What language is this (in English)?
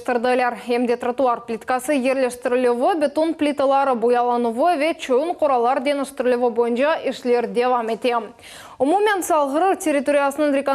Crimean Tatar